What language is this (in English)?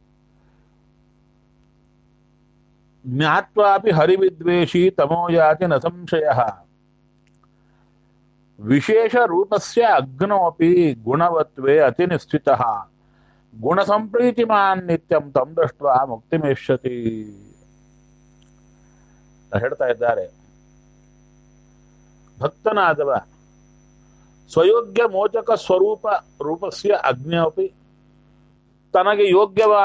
Kannada